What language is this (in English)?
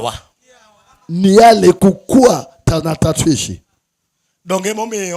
Luo (Kenya and Tanzania)